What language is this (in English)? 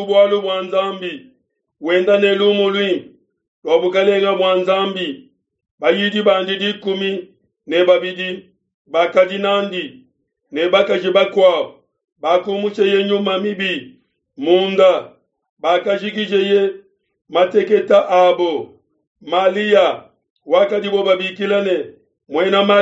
Luba-Lulua